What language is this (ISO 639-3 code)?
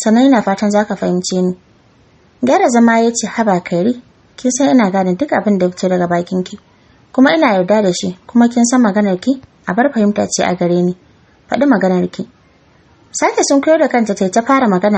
hau